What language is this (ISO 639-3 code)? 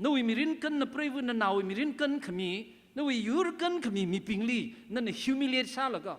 nmf